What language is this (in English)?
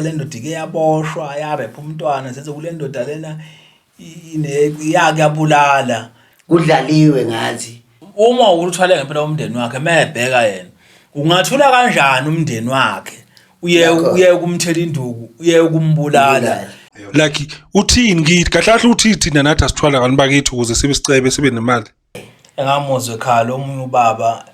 Zulu